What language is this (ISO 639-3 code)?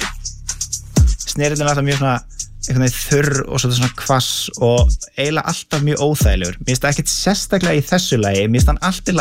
isl